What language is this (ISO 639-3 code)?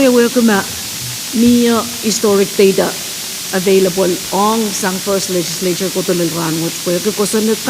pon